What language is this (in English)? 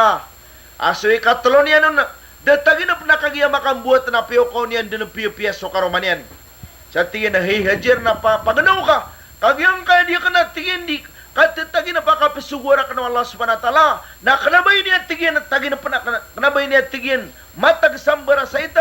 Maranao